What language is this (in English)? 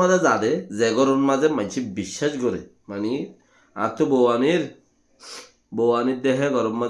Rohingya